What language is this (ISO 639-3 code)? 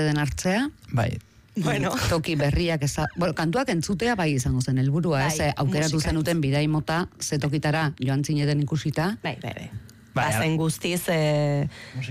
eus